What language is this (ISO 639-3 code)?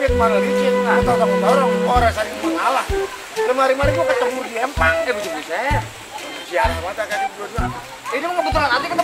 bew